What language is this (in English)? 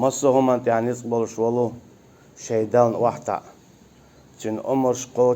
Chechen